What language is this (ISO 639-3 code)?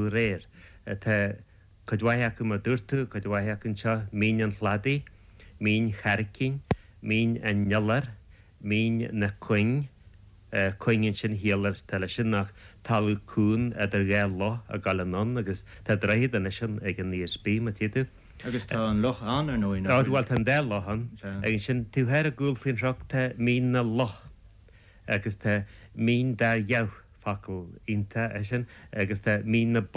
gle